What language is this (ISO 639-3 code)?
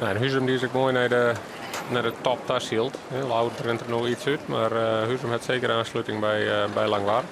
fry